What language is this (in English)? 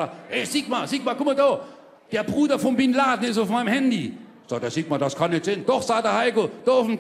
Palatine German